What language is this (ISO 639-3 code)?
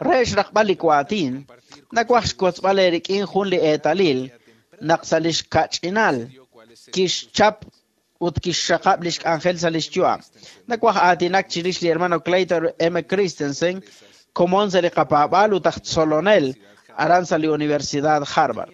kek